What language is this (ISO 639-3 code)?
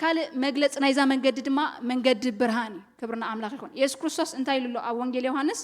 tir